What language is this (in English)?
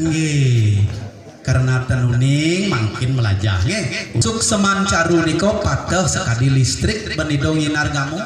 Balinese